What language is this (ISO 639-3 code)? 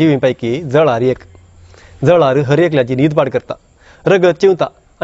kok